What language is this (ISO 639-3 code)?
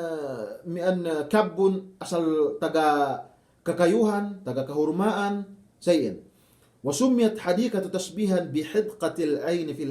yka